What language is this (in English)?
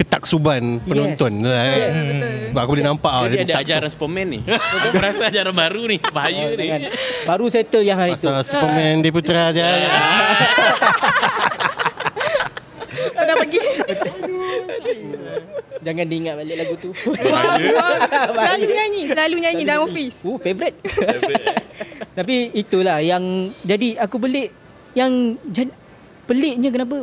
Malay